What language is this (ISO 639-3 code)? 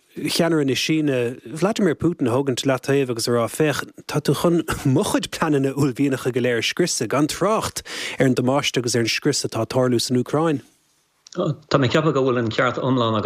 gle